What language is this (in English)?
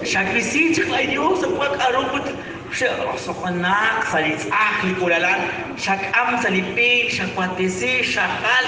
Kekchí